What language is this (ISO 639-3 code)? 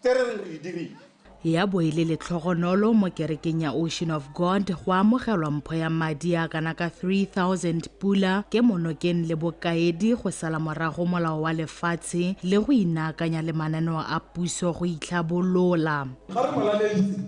tsn